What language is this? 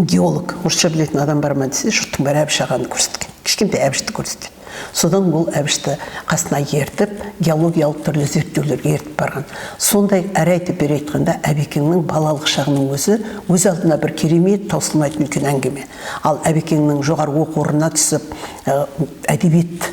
Kazakh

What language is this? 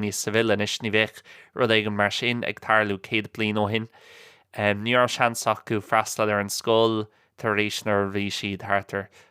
Irish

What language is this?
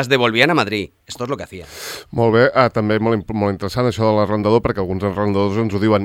Catalan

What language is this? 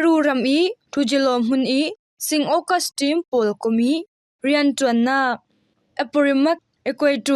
Falam Chin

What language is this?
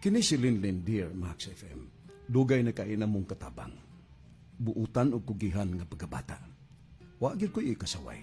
Cebuano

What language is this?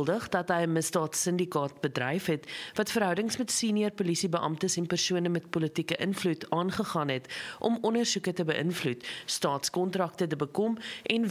Afrikaans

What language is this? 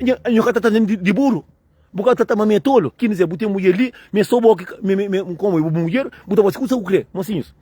Kabuverdianu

